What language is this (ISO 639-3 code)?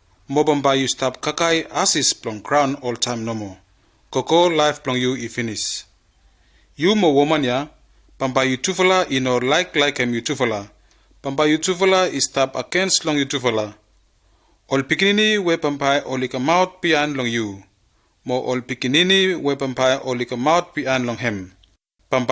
bis